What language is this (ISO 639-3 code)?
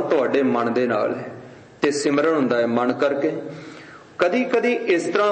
pan